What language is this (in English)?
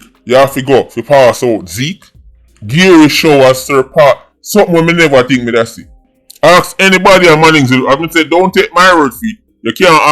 Jamaican Creole English